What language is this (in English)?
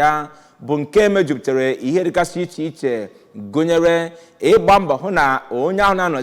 Igbo